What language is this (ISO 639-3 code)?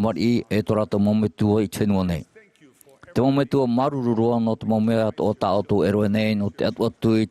tah